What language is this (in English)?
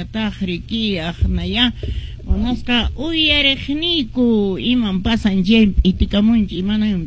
Quechua